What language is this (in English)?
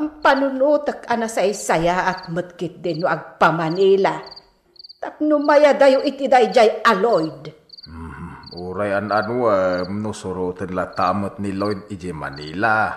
Iloko